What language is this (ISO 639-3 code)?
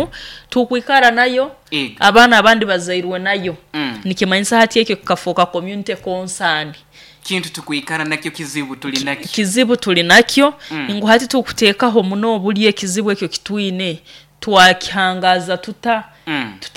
nyo